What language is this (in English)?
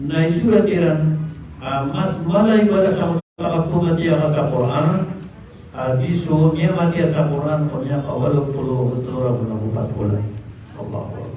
Maranao